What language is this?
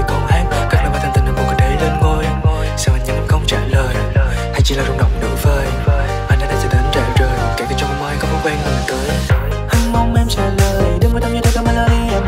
Vietnamese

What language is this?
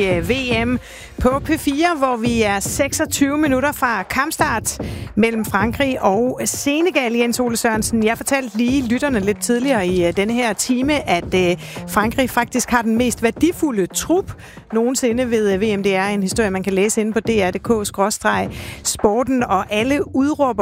Danish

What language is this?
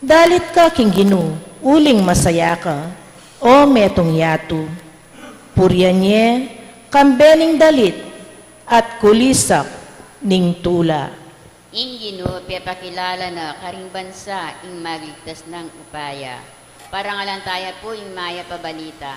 Pampanga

